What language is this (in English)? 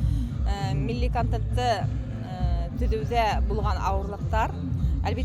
Bashkir